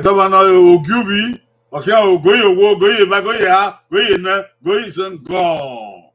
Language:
Bini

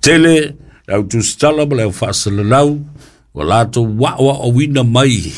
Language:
Samoan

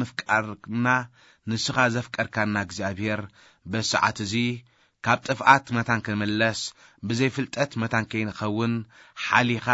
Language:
Tigrinya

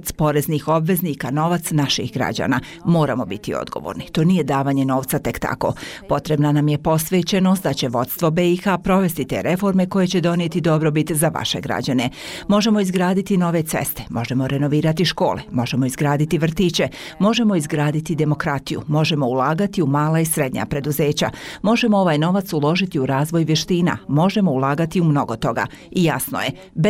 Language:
Bosnian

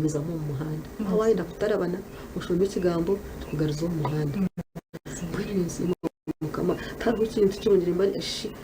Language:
Nyankole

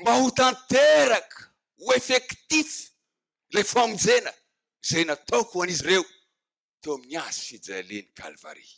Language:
Malagasy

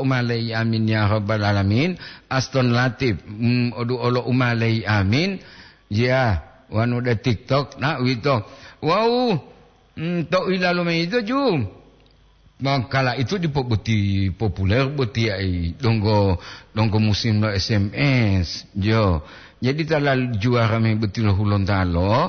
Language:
Gorontalo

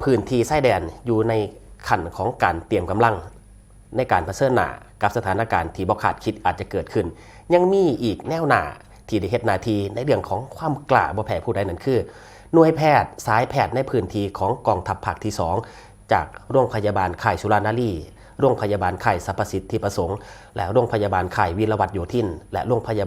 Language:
Northeastern Thai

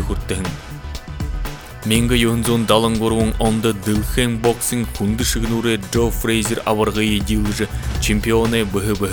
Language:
Buriat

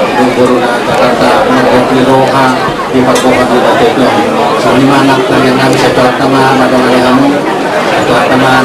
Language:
Batak Toba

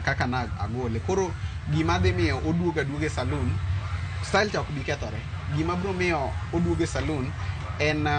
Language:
Luo (Kenya and Tanzania)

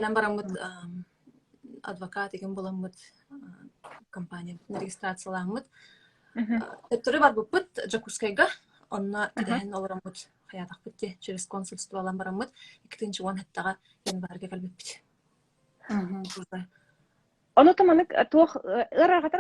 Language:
Yakut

